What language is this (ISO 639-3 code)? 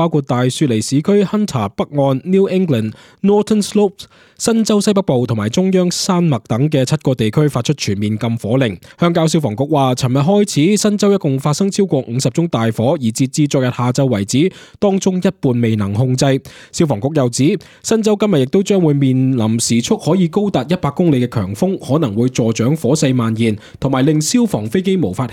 yue